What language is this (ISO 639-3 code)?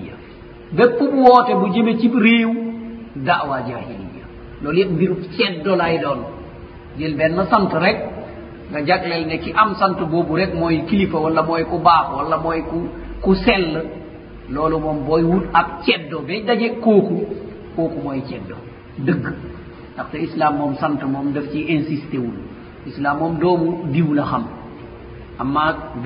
wol